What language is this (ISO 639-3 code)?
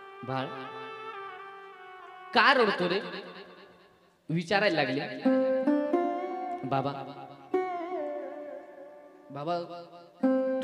mar